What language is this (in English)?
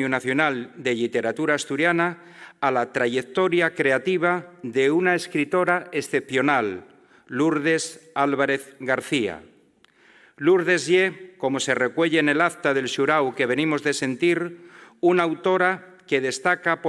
Asturian